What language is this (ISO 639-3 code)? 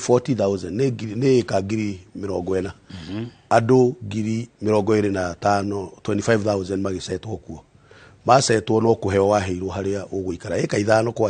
kik